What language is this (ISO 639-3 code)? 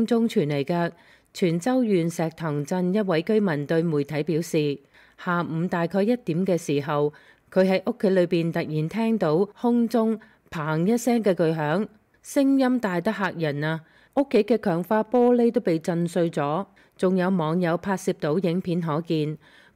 yue